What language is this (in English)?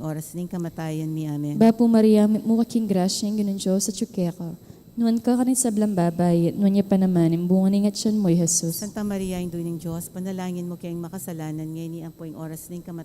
Pampanga